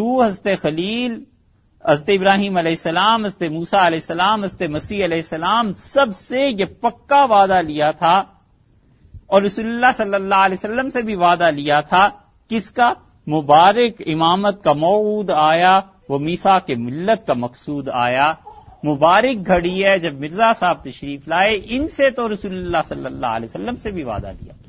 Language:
Urdu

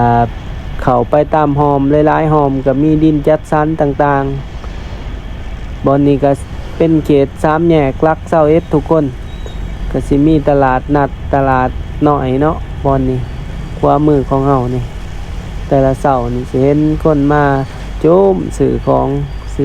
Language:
Lao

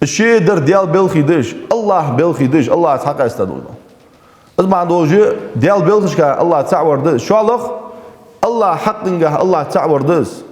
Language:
Ingush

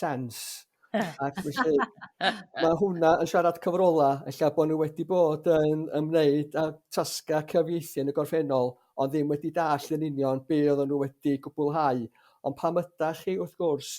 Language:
Welsh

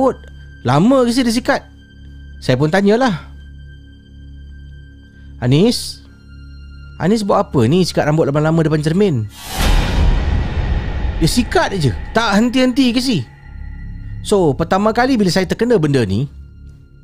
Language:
Malay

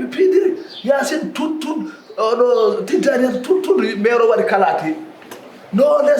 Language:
Fula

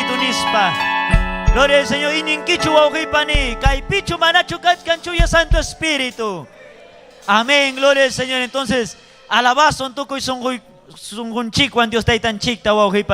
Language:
Ayacucho Quechua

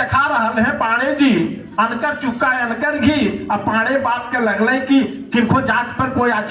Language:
Magahi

